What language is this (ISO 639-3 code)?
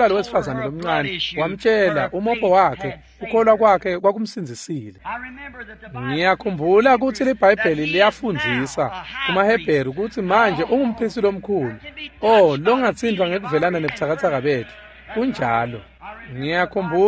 ssw